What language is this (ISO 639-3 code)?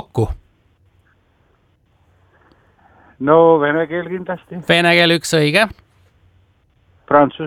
est